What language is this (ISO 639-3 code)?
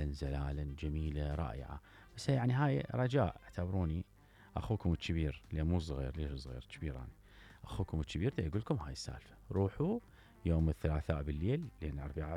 acm